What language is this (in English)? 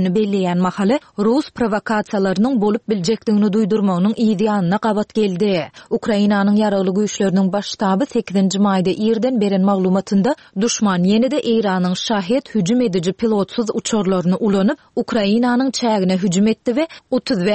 Turkmen